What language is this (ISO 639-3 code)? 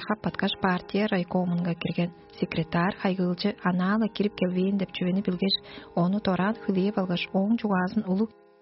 tyv